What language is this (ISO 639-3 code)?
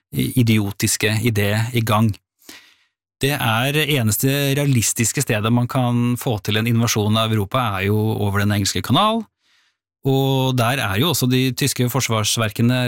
nor